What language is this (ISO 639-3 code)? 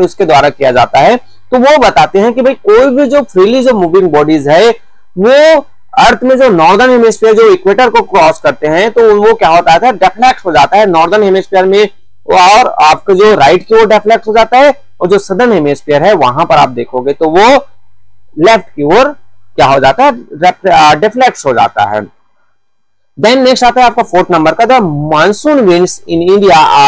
hin